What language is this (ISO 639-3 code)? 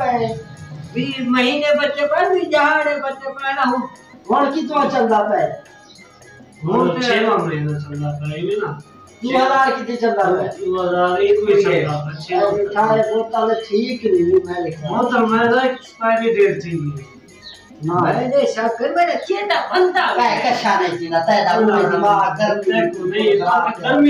skr